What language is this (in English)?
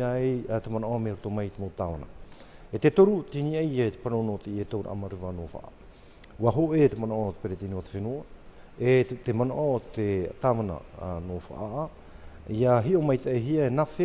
Tahitian